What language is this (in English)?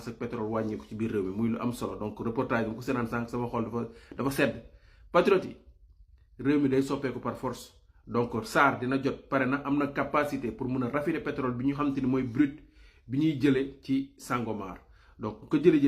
Wolof